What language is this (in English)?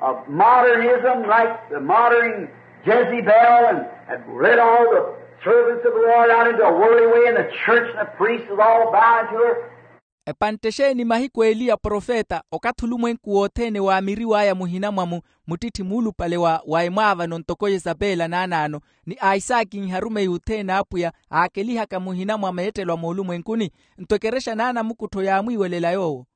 Makhuwa